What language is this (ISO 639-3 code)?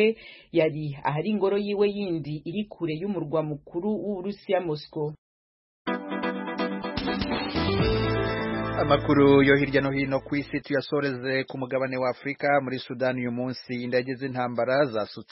kin